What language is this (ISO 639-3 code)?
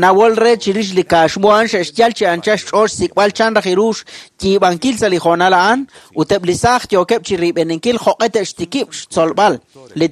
kek